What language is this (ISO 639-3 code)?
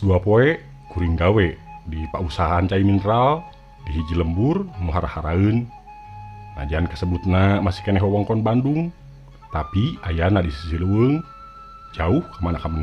sun